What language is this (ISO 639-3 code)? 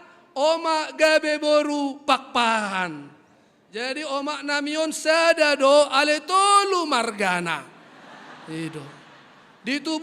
bbc